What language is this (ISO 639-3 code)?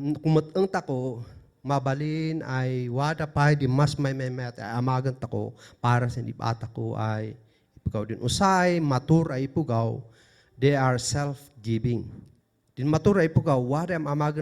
kne